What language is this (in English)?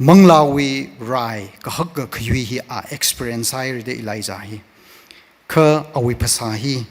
Tangkhul Naga (India)